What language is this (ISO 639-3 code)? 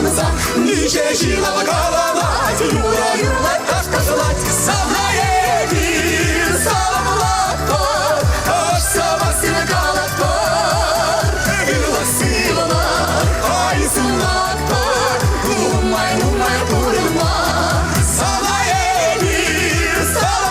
chv